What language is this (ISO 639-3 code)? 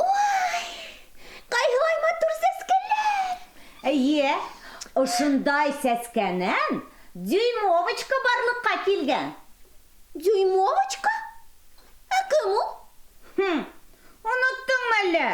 bak